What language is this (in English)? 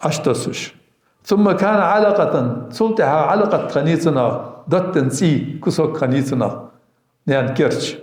Ingush